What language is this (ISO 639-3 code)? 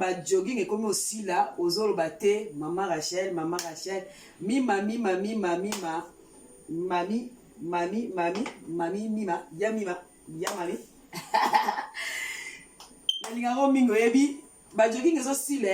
lin